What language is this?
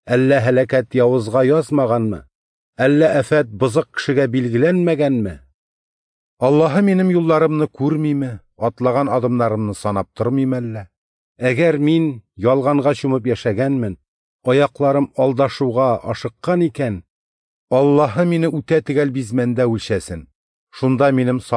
Tatar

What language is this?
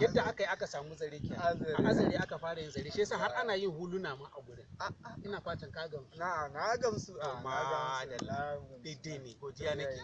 Hausa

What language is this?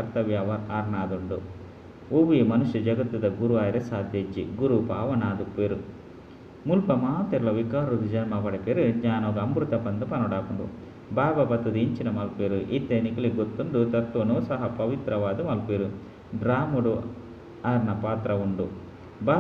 Tulu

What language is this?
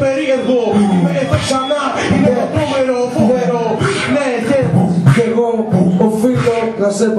Greek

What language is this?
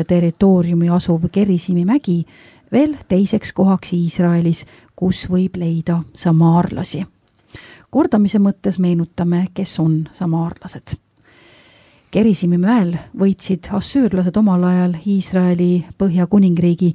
Estonian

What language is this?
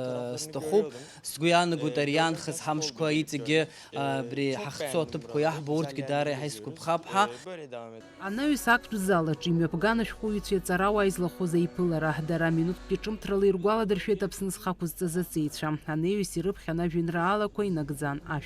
Abkhazian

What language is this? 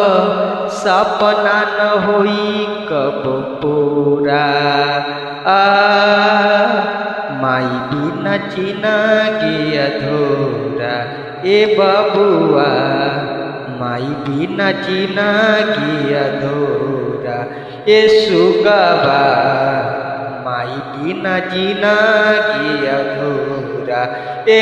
Bhojpuri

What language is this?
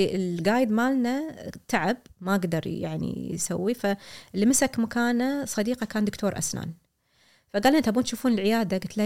Gulf Arabic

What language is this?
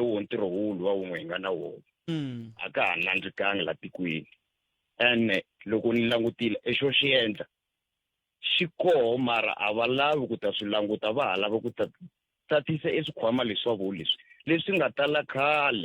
Tsonga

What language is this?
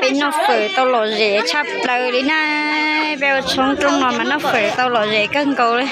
Hmong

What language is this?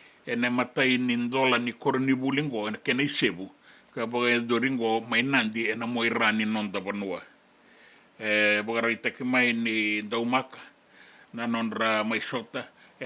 Fijian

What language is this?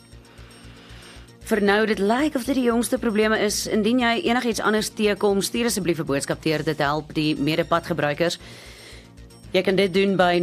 Afrikaans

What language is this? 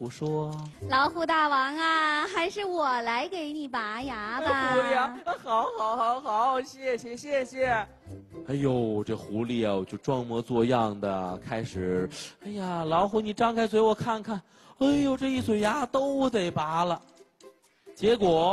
Chinese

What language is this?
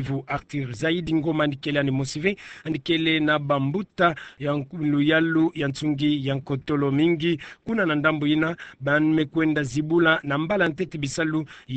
Kituba (Democratic Republic of Congo)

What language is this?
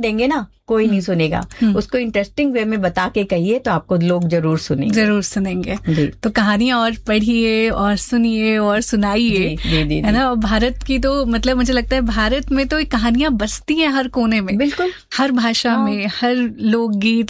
Hindi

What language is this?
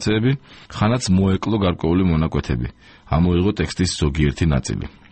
Georgian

